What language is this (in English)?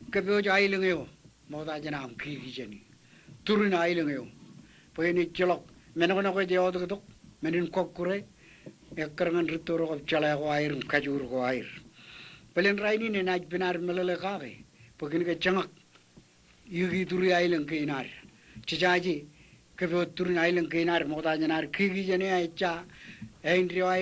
Marshallese